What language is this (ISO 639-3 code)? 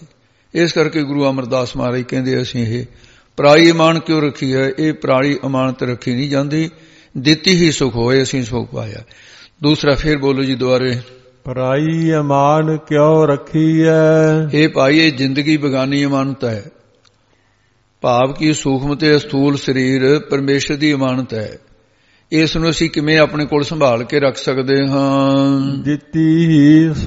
pan